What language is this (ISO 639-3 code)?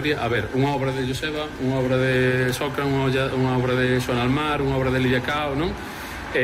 glg